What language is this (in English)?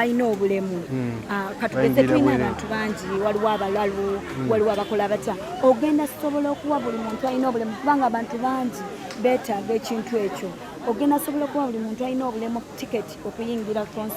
Ganda